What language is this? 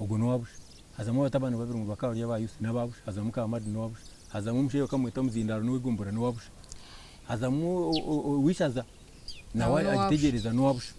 Nyankole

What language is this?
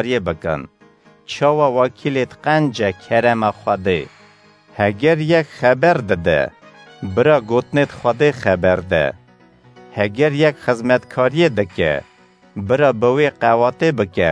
Kurdish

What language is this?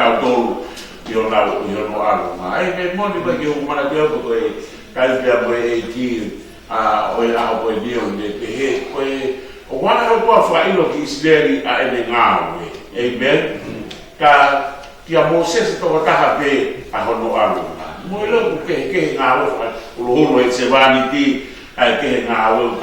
Tongan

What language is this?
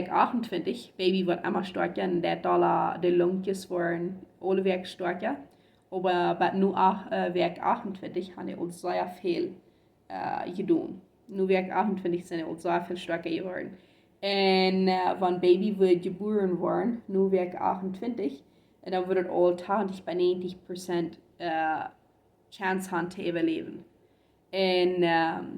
Plautdietsch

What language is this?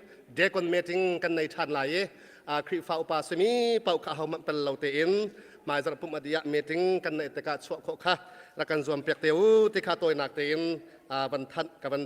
Hakha Chin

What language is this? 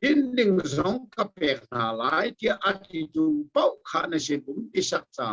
Hakha Chin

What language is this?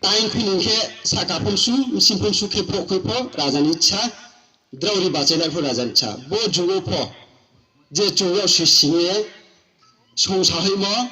Riang (India)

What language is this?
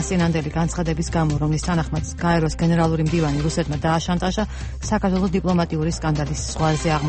Georgian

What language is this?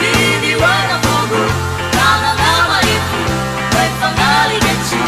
Nias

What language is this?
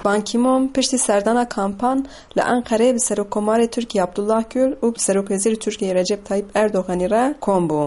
Kurdish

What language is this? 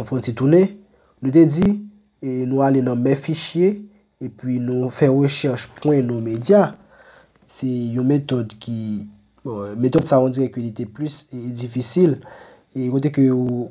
Haitian Creole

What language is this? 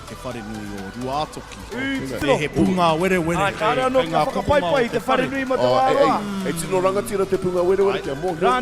Māori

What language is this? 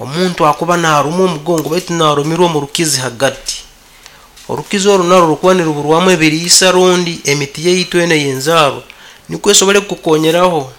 Nyankole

